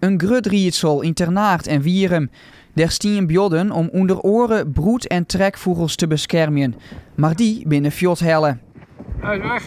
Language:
Western Frisian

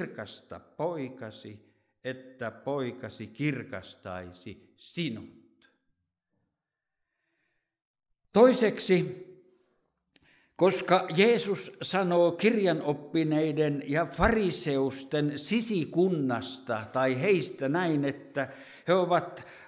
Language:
Finnish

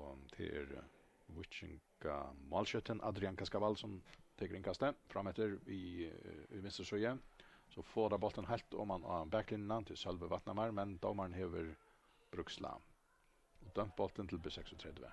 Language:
Faroese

